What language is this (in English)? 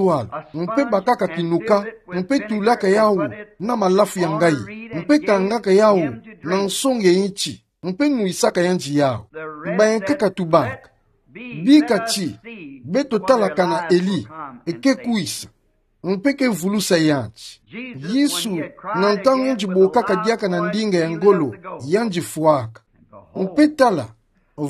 Kituba (Democratic Republic of Congo)